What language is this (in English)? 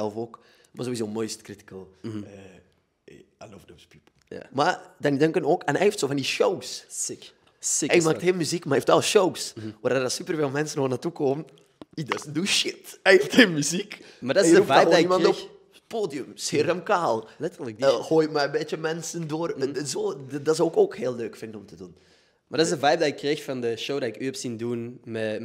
Dutch